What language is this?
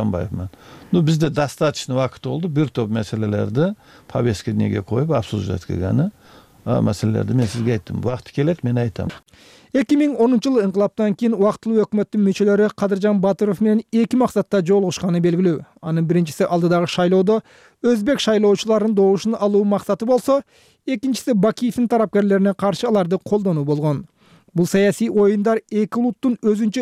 Kyrgyz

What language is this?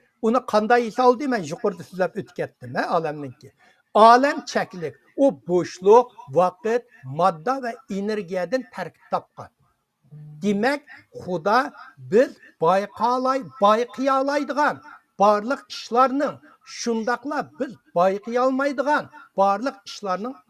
Uyghur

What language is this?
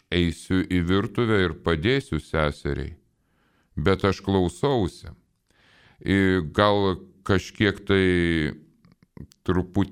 Lithuanian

